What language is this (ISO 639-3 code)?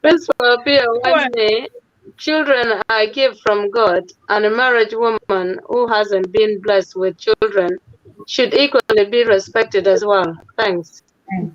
ach